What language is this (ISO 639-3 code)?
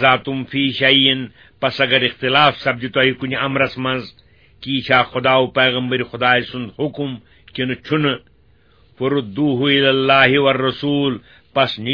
kas